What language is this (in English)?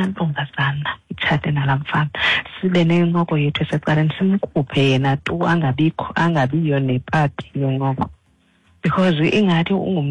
Xhosa